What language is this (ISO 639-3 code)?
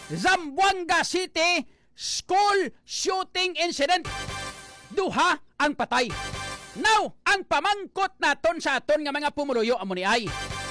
hil